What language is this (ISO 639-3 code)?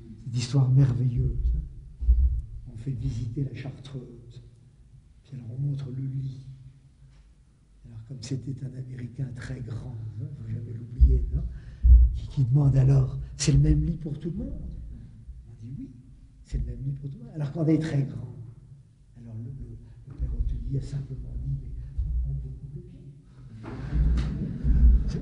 fra